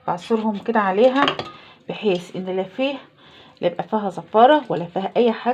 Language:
Egyptian Arabic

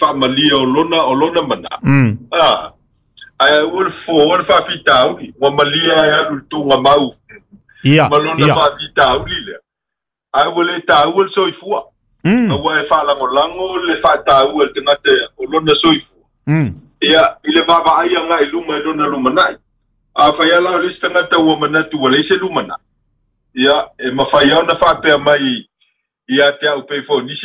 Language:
Samoan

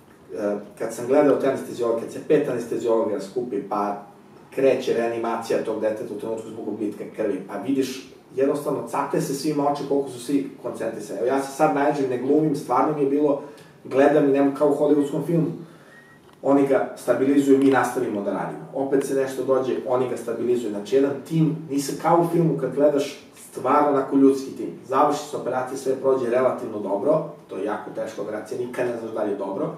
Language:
Serbian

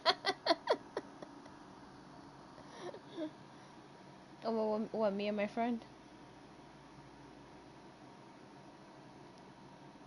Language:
English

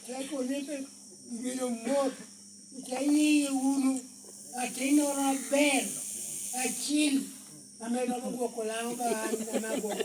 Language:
Lango (Uganda)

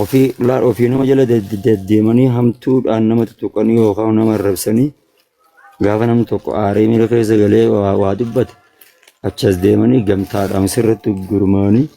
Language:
Oromo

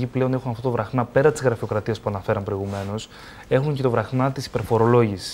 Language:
Greek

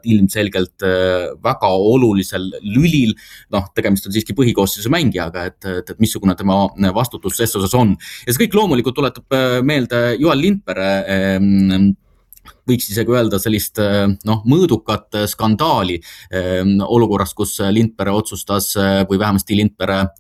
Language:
Estonian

